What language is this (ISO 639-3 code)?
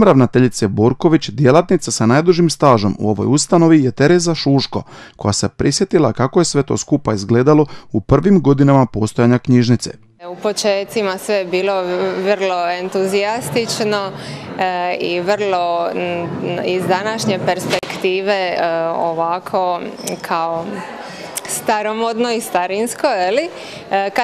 hrv